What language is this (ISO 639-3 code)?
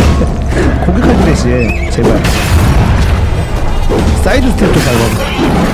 kor